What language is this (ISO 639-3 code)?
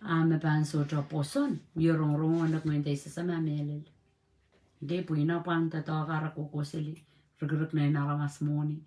pon